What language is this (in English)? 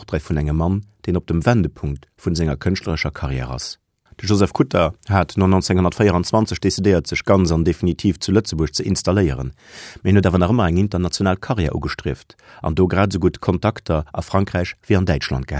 Luxembourgish